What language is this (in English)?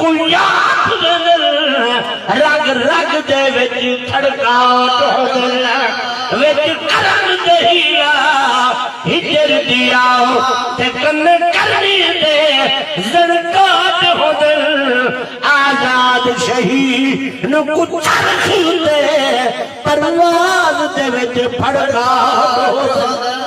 Saraiki